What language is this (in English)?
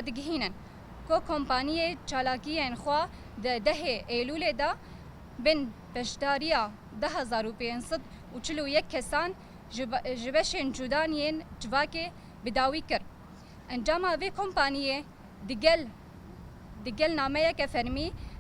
Kurdish